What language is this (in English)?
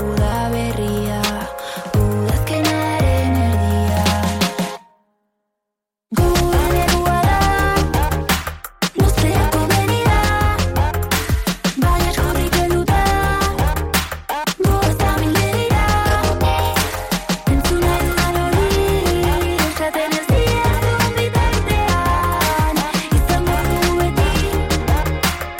Basque